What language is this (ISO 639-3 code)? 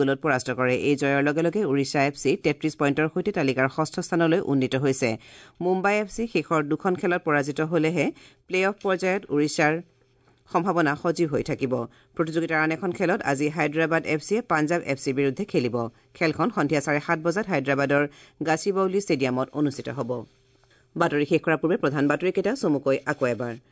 asm